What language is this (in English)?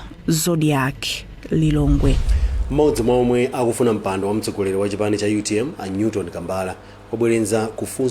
Nyanja